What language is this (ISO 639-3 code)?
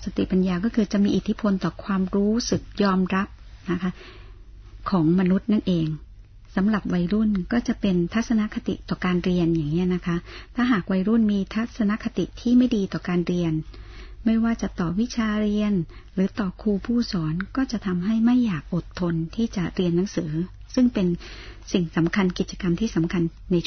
tha